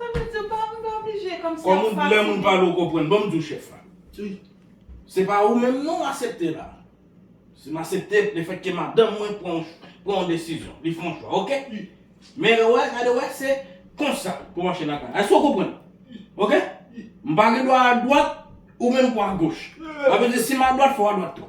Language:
Haitian Creole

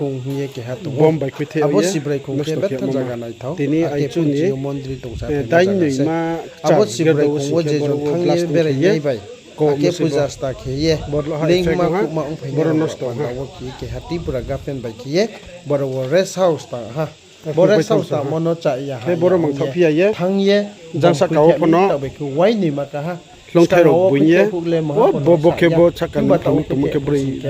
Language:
Riang (India)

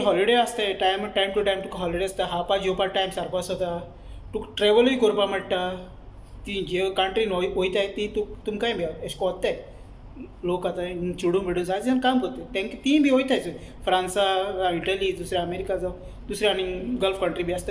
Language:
Konkani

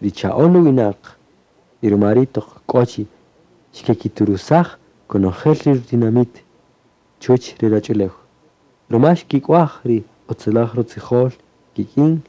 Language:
Kaqchikel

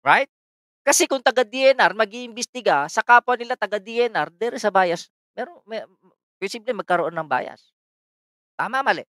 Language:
Filipino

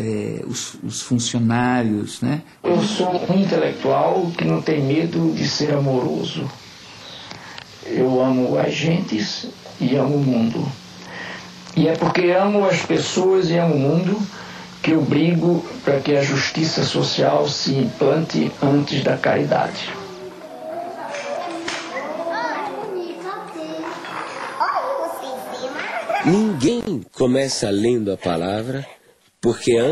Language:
Portuguese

